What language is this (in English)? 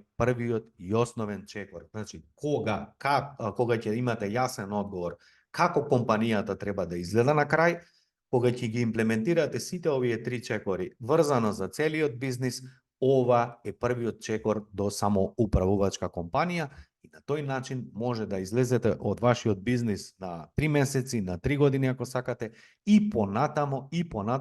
Macedonian